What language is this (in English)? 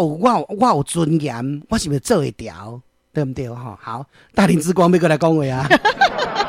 Min Nan Chinese